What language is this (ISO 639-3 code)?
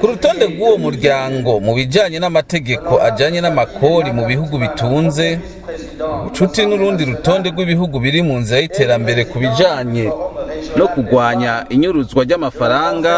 run